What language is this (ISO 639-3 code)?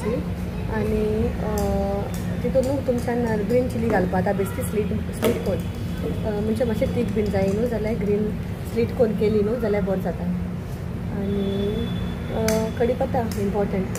kok